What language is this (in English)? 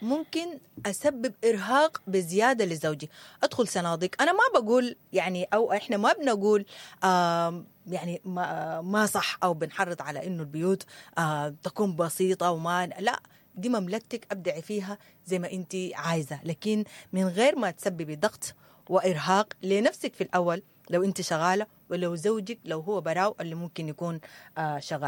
Sudanese Arabic